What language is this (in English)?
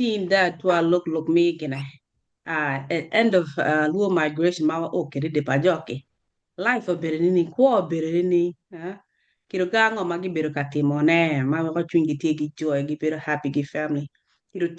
Acoli